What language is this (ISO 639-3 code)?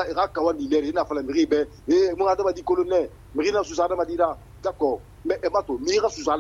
sus